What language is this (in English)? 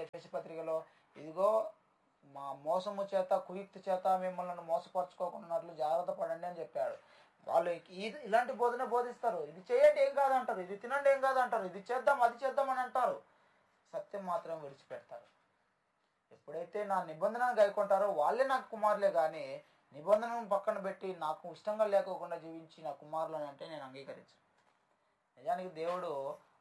Telugu